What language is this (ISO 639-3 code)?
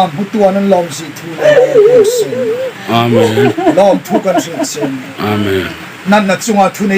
hmr